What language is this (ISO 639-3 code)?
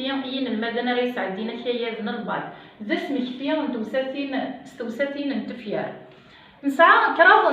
kab